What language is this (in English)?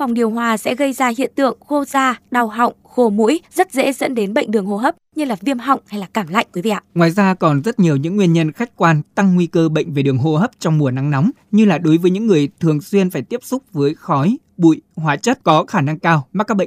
Vietnamese